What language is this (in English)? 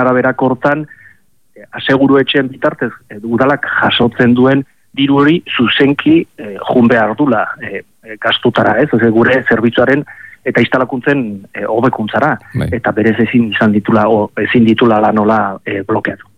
Basque